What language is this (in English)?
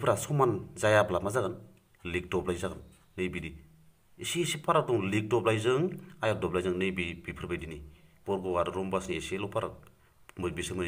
Bodo